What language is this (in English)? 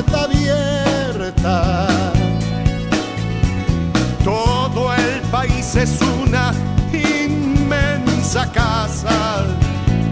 Spanish